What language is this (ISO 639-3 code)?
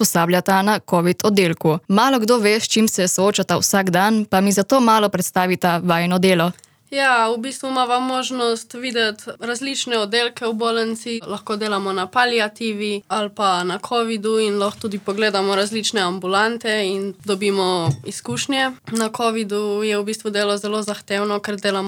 slv